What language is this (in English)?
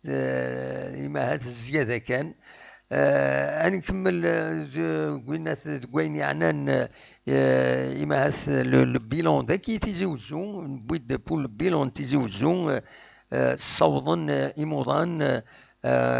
Kabyle